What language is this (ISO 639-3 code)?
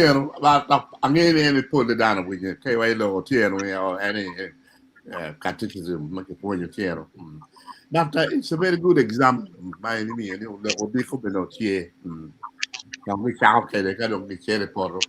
ach